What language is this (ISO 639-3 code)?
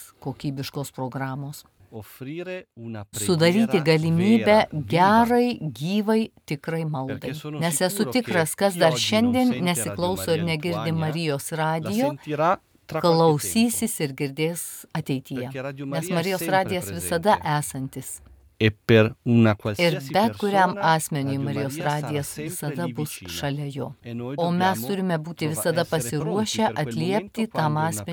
lit